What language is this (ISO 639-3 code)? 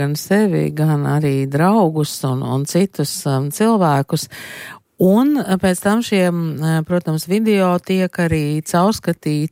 lav